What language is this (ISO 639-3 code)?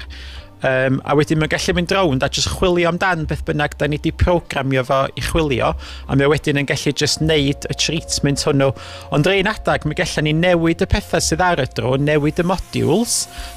cym